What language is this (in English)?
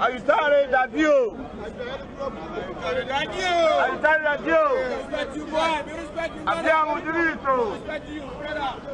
Italian